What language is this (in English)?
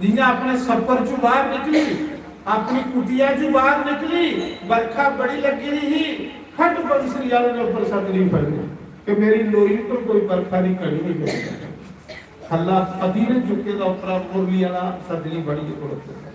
Dogri